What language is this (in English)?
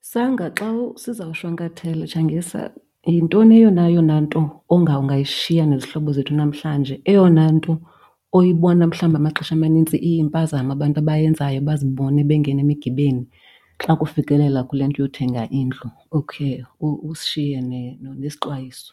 Xhosa